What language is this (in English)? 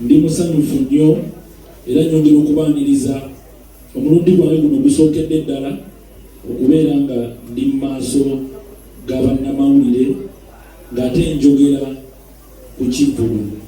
Ganda